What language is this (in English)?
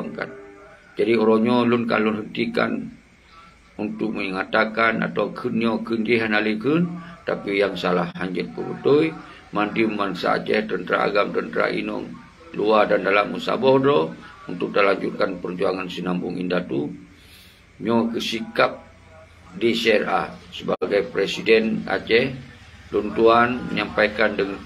Achinese